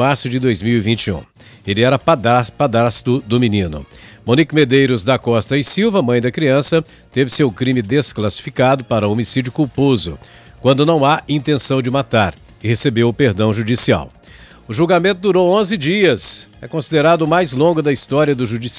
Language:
Portuguese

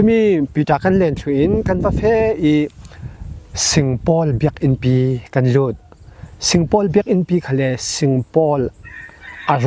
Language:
Falam Chin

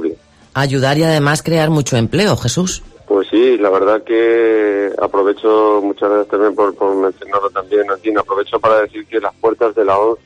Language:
Spanish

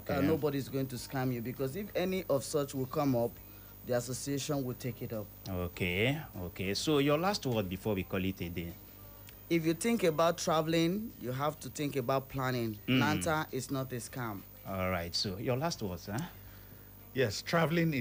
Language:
Igbo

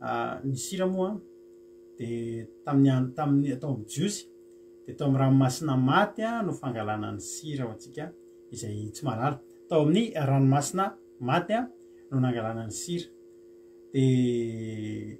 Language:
Malagasy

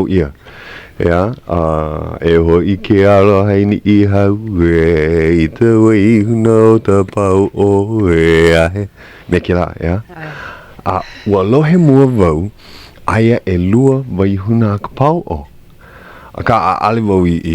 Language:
Hawaiian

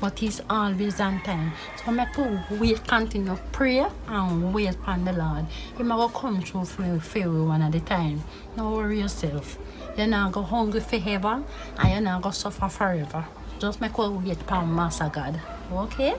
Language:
Jamaican Creole English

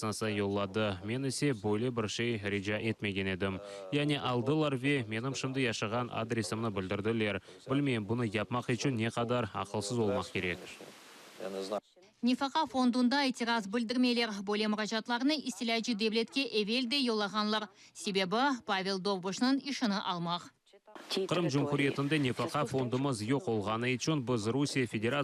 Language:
Crimean Tatar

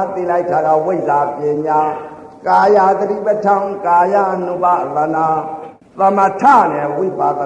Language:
Burmese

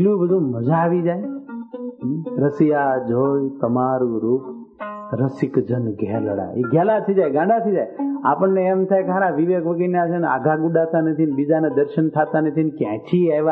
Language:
Gujarati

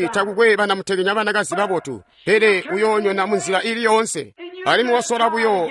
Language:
Tonga (Zambia)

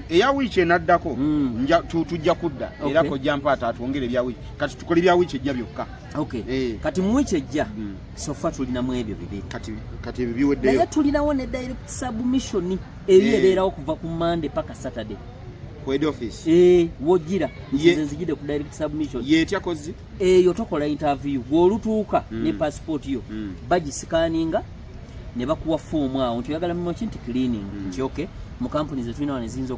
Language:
Ganda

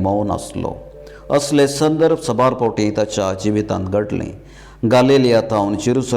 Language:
Konkani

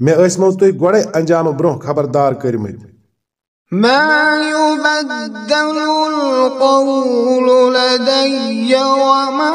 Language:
Kashmiri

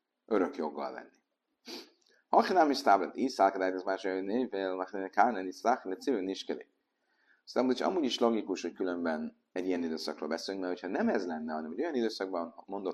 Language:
Hungarian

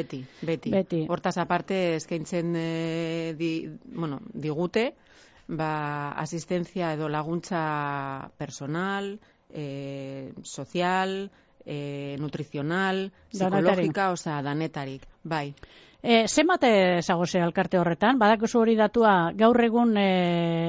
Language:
Basque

